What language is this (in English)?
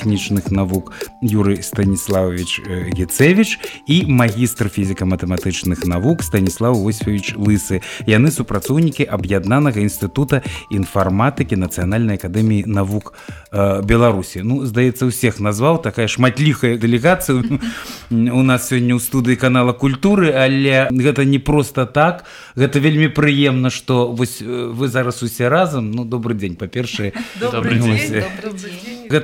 Belarusian